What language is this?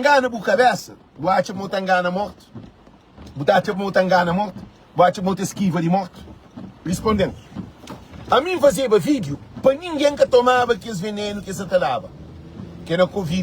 Kabuverdianu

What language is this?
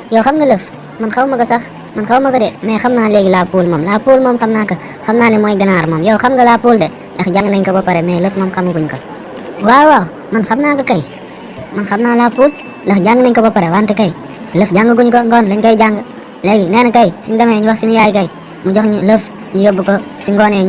Wolof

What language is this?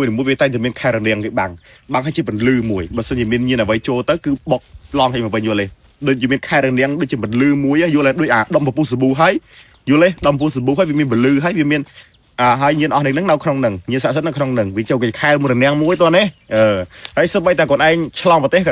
Khmer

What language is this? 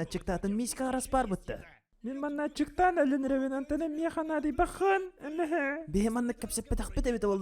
Yakut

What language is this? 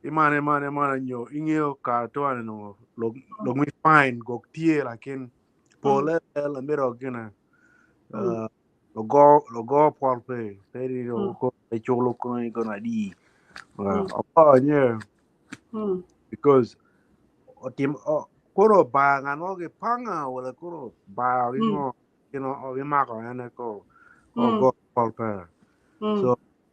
Acoli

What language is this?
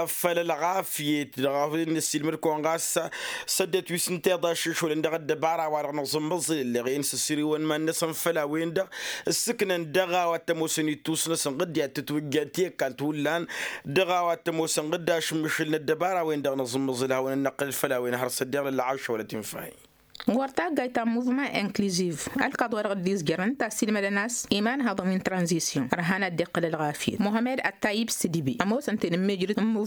Tamasheq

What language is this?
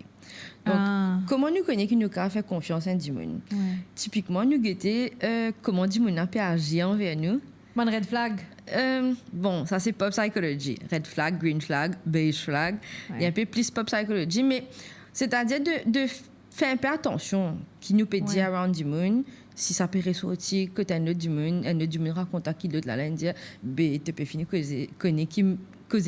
Morisyen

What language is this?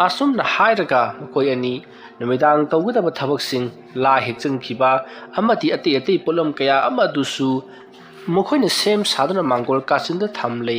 Manipuri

